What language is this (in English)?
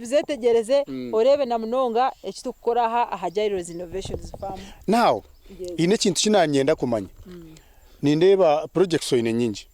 Nyankole